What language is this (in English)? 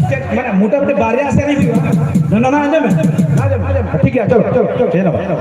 Santali